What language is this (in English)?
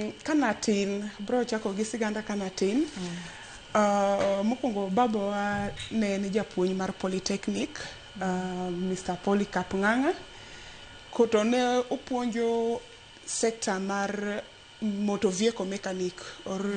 Luo (Kenya and Tanzania)